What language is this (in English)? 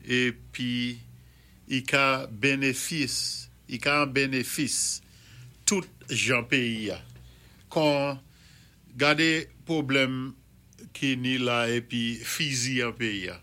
Saint Lucian Creole French